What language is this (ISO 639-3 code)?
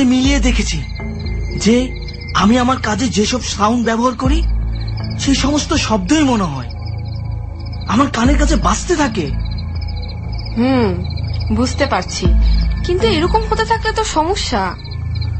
ben